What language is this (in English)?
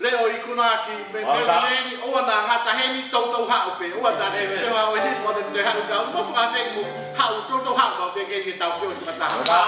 Tongan